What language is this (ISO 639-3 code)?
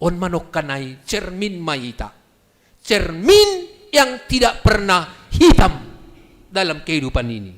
bts